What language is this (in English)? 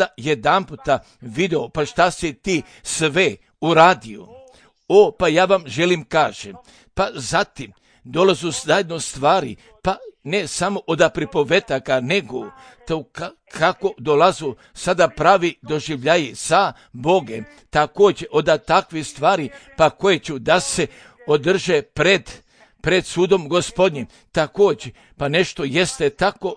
Croatian